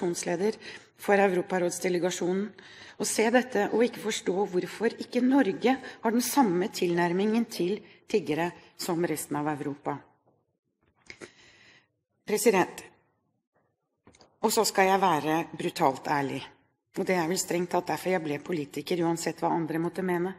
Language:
Norwegian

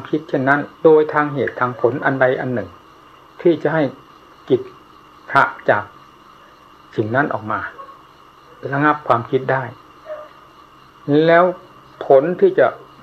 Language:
Thai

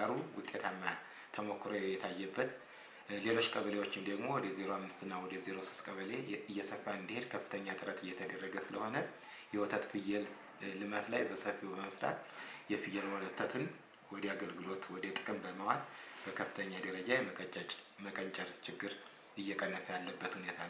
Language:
Amharic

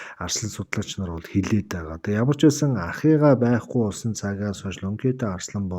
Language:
Mongolian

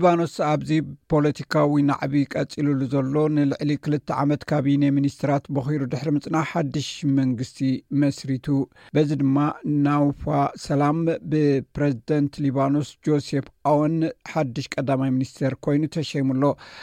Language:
Tigrinya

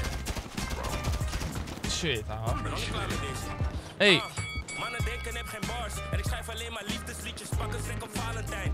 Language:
Dutch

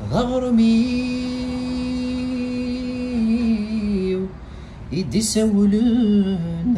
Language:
Kabyle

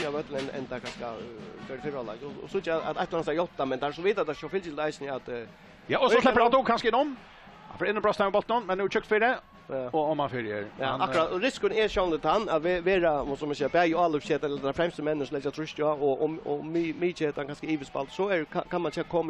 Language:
Faroese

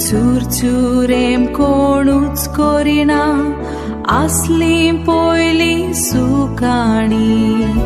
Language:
Konkani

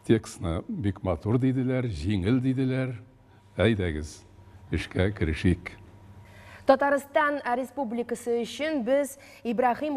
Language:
Tatar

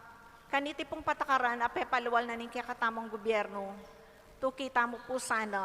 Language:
Pampanga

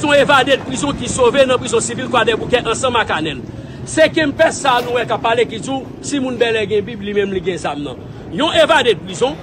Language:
Haitian Creole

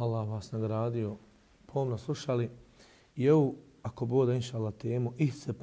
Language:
Bosnian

